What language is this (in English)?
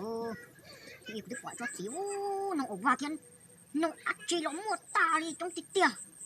Hmong